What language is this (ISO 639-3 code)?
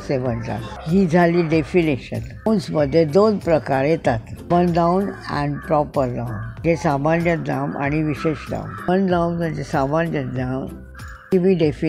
mar